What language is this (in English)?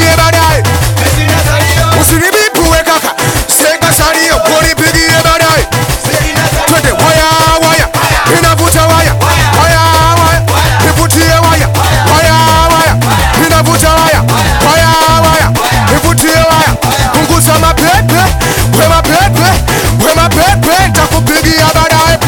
Swahili